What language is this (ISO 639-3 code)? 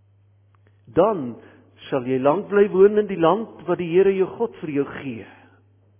afr